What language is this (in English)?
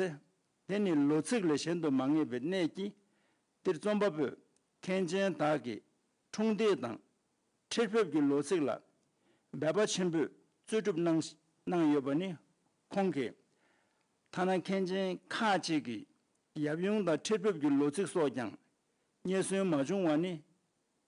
Tibetan